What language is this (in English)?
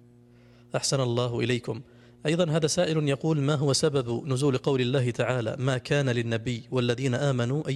Arabic